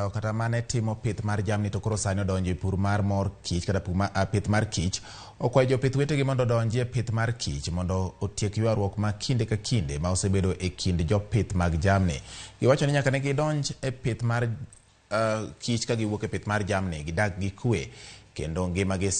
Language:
Luo (Kenya and Tanzania)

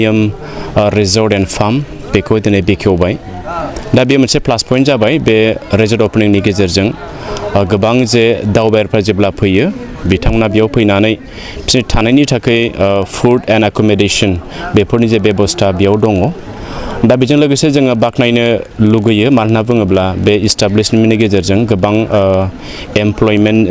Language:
Bodo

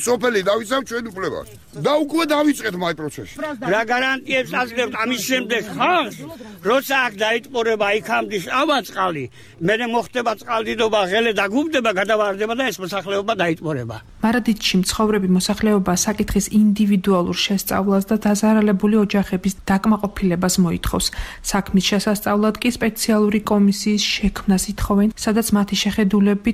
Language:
Georgian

